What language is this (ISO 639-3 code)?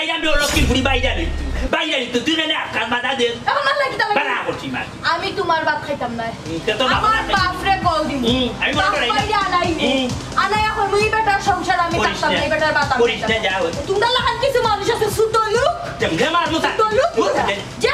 syl